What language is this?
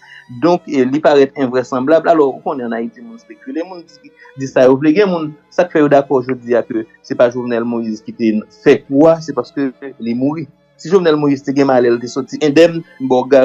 Haitian Creole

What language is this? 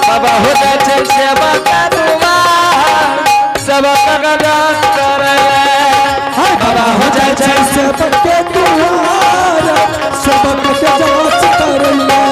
Angika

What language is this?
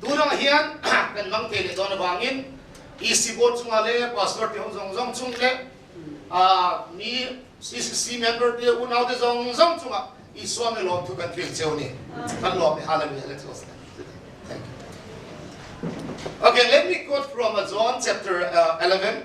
Hakha Chin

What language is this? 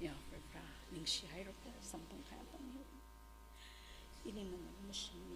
Tangkhul Naga (India)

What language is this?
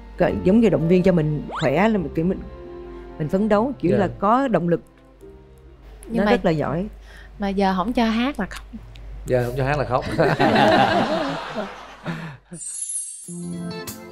Vietnamese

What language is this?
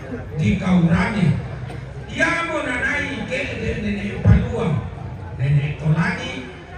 Toraja-Sa'dan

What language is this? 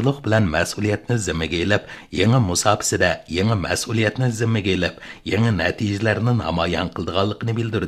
Uyghur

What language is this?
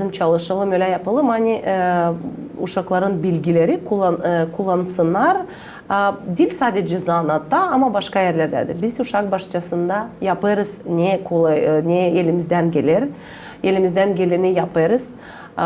Gagauz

